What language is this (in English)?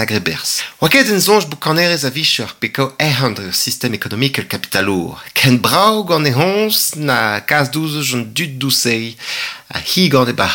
Breton